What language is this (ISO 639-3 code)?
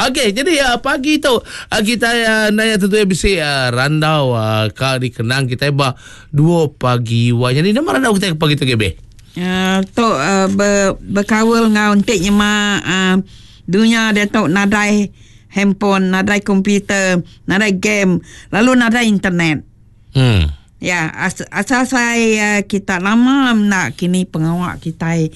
iba